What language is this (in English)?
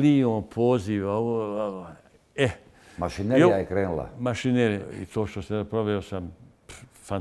Bosnian